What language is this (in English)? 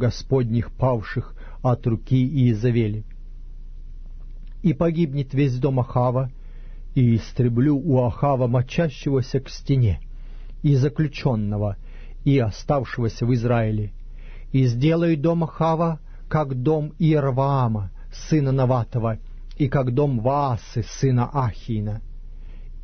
Russian